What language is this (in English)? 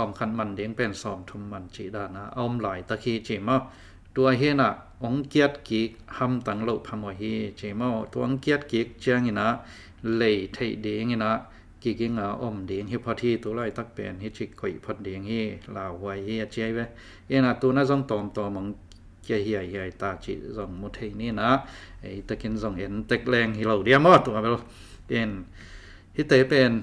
Tedim Chin